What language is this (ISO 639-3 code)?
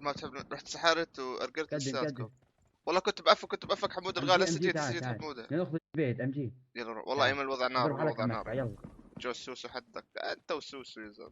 apc